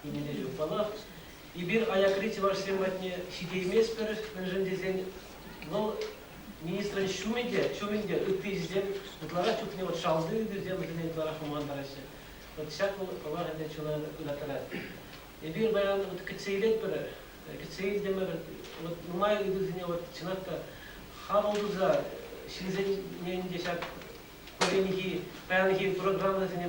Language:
Chuvash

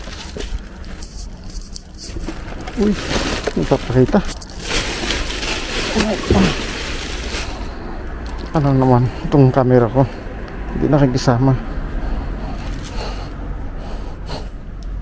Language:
Filipino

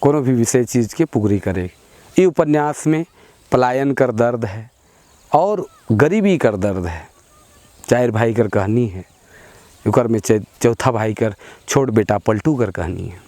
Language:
Sadri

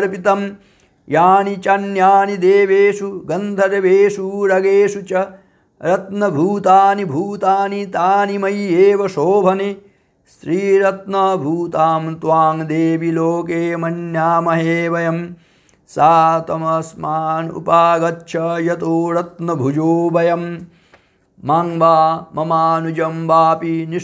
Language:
Sanskrit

